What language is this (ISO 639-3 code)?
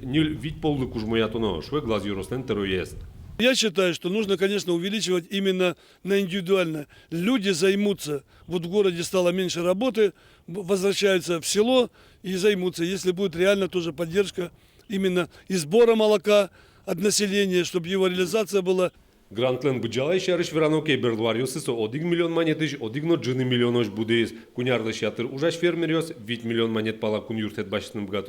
udm